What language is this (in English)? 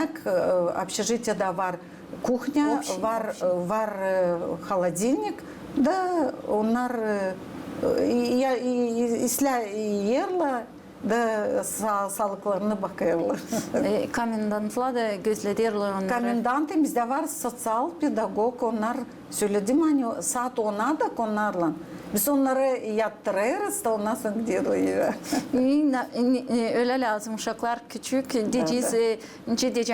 Gagauz